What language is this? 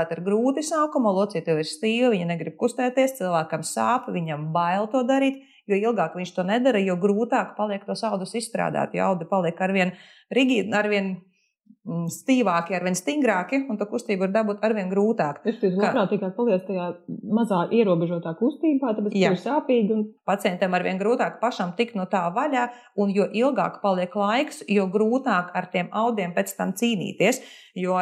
Latvian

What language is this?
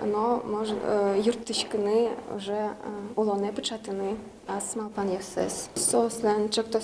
Udmurt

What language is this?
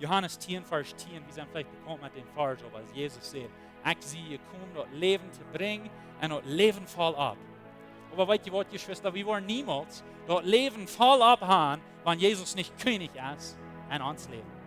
Plautdietsch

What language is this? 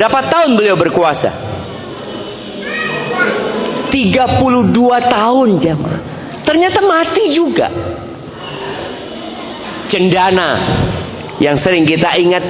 Indonesian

